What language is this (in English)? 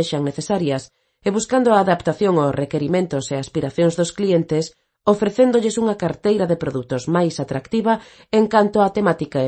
Galician